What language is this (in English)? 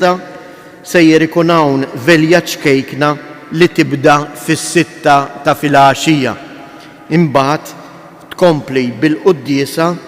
Maltese